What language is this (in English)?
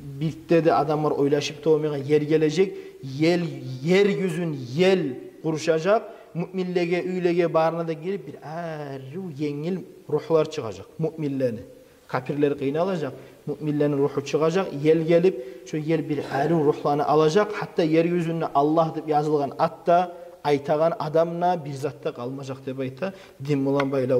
Kumyk